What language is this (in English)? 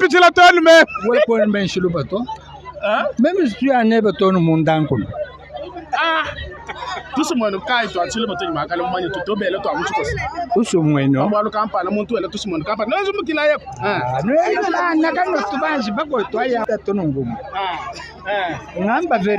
Luba-Lulua